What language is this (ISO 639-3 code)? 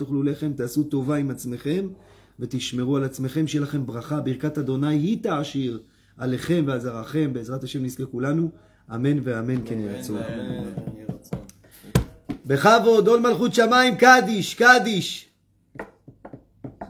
heb